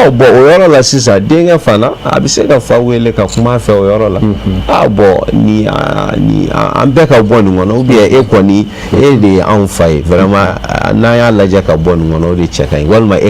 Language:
Bambara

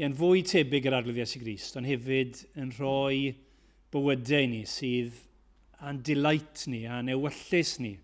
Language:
Welsh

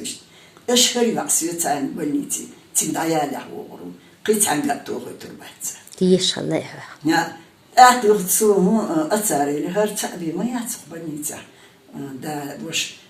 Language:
Chechen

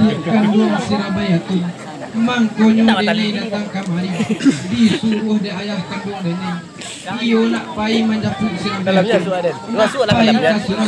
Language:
Minangkabau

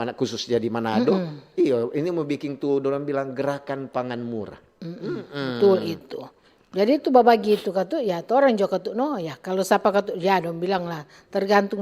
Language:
Manado Malay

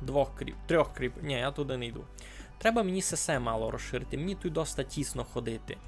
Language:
Rusyn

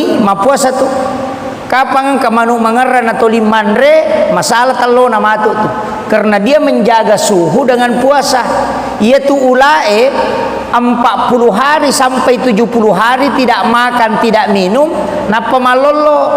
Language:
Buginese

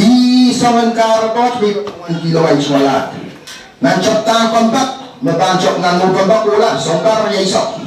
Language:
Pohnpeian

